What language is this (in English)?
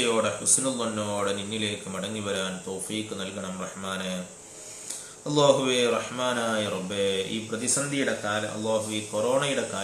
Malayalam